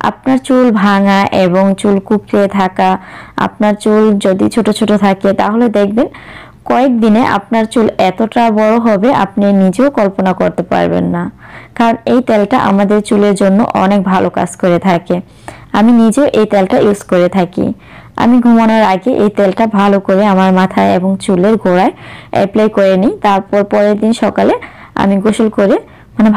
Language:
Bangla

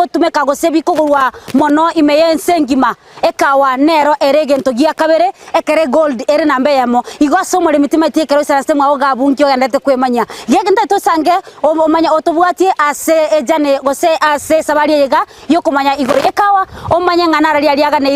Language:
Gusii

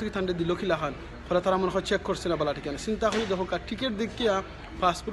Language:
Sylheti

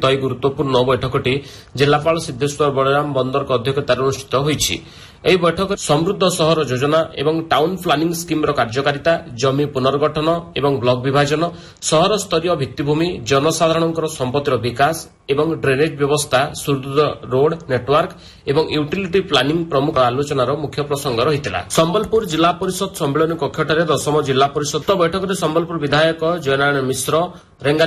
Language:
Odia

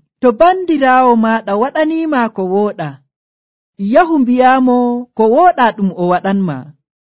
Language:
Nigerian Fulfulde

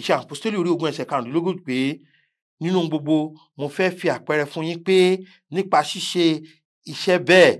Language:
Yoruba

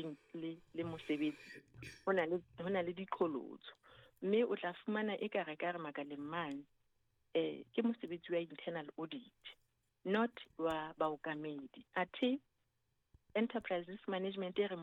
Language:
Southern Sotho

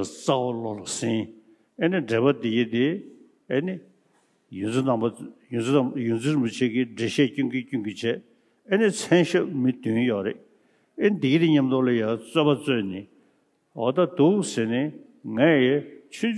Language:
Tibetan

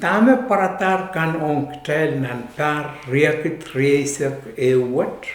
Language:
Pohnpeian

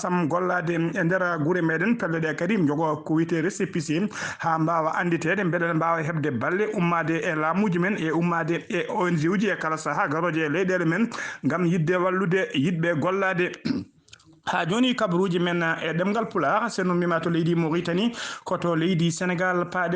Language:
Fula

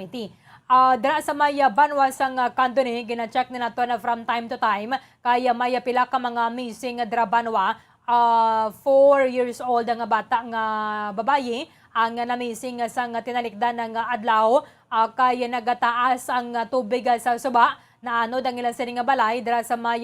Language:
Hiligaynon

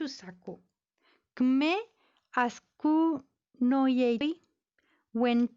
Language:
Mapuche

